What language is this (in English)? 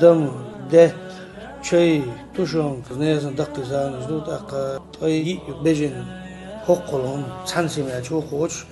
Chechen